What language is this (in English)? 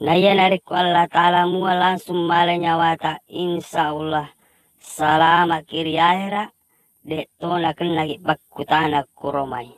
Buginese